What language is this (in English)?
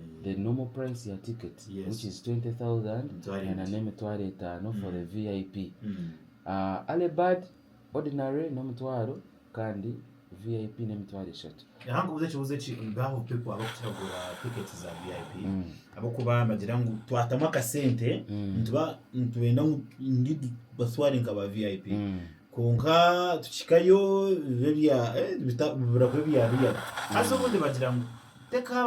Nyankole